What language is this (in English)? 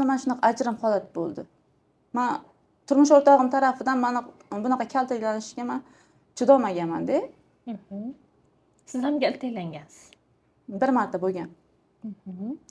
Uzbek